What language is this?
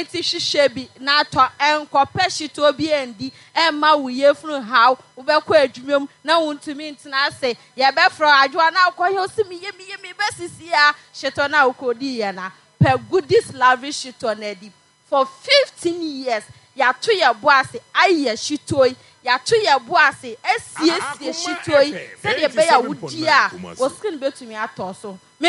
Akan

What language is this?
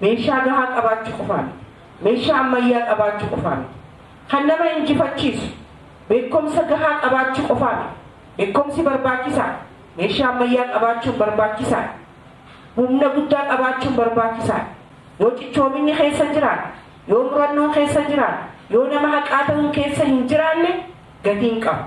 Oromo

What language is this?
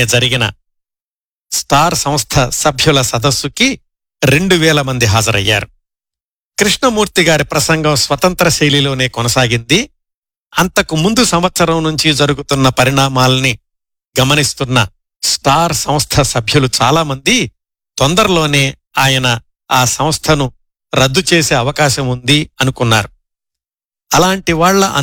Telugu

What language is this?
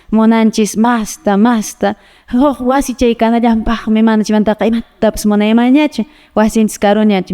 Quechua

